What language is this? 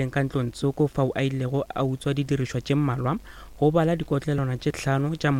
Northern Sotho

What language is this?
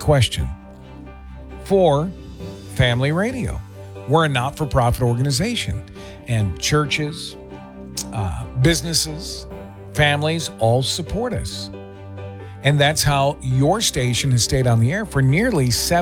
English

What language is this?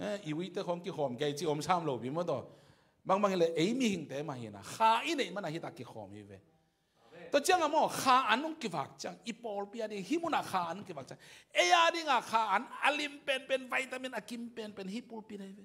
Tedim Chin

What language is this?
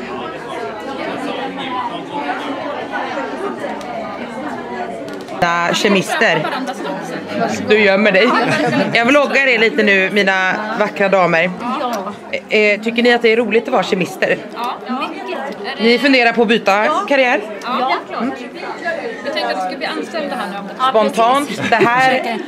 Swedish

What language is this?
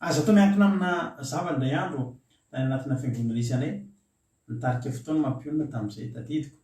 Malagasy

